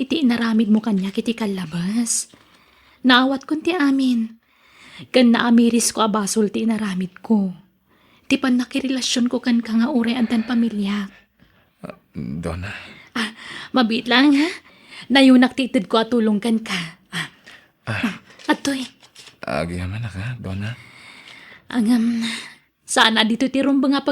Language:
Iloko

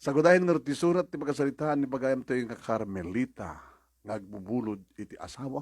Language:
Iloko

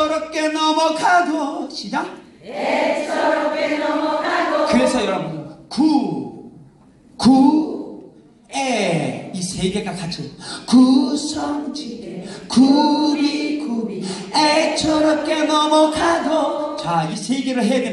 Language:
Korean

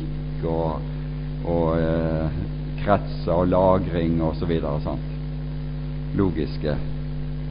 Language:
Norwegian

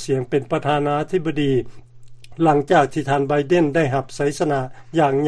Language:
Lao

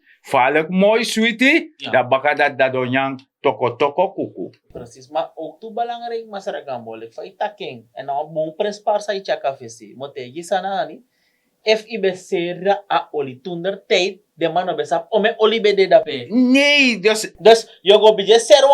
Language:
Sranan Tongo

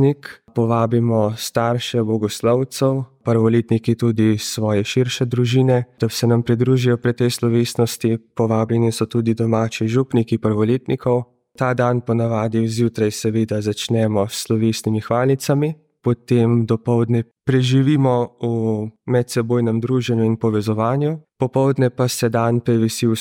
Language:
Slovenian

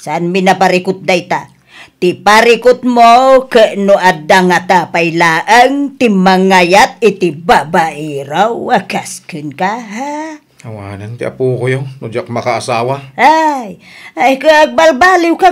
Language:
Iloko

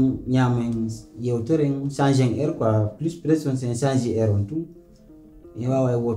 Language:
Pular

